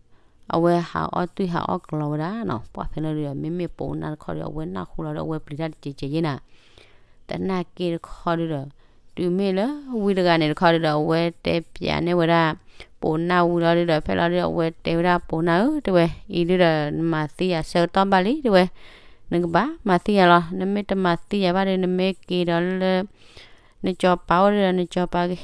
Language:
S'gaw Karen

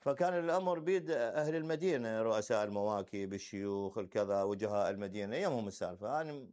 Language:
Mesopotamian Arabic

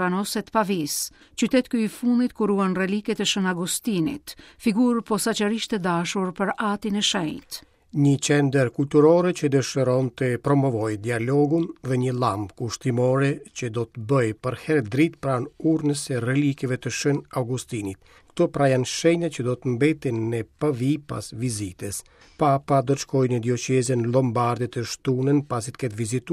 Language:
Albanian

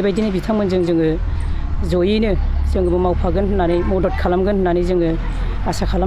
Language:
Bodo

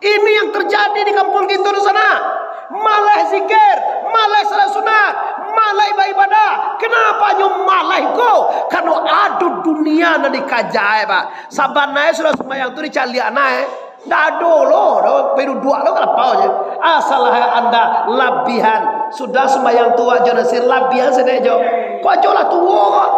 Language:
Minangkabau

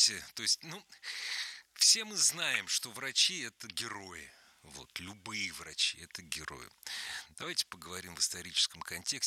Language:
Russian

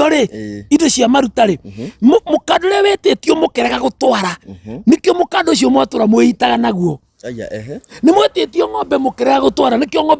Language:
Kikuyu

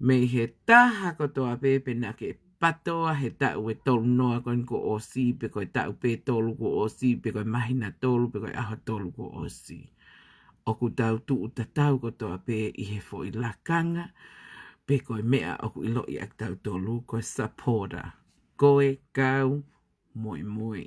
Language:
Tongan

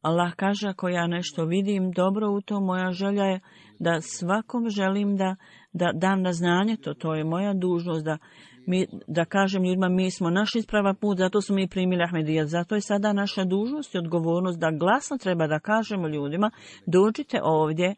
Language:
Bosnian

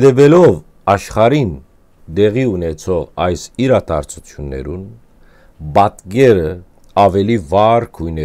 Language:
Western Armenian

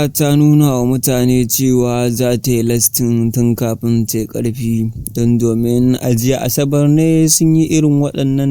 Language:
Hausa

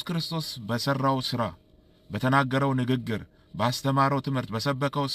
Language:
Amharic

